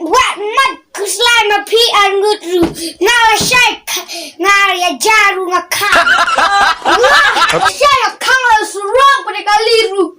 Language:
Khasi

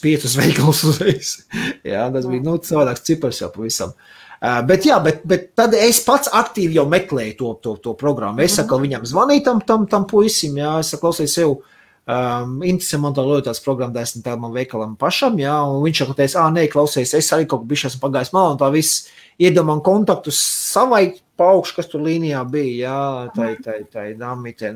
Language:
Latvian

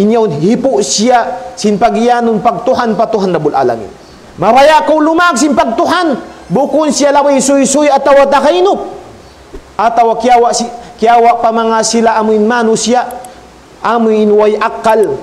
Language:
Tausug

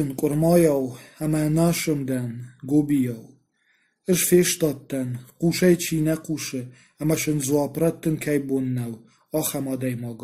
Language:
Ossetic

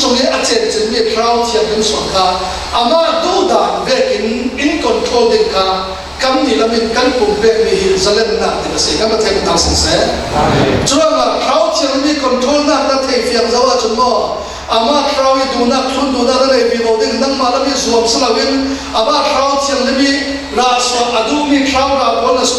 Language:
Falam Chin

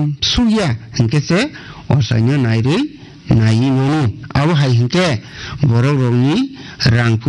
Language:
Kok Borok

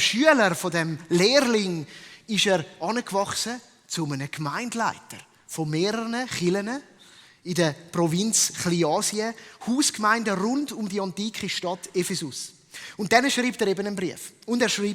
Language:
Swiss German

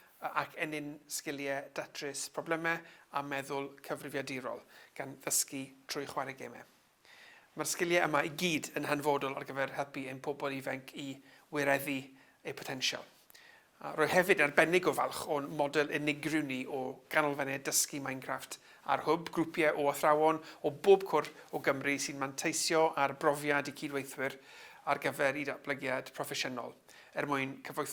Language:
Welsh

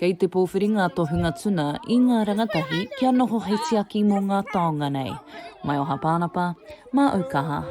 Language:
Māori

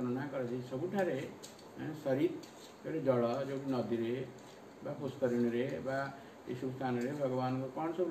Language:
Odia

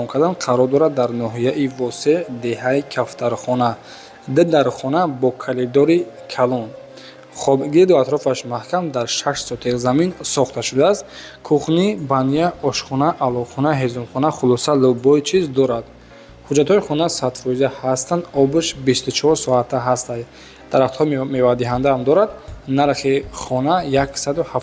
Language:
Tajik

